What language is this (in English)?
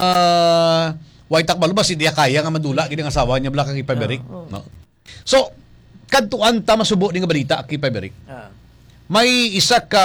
Hiligaynon